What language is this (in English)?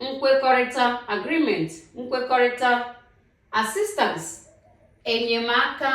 Igbo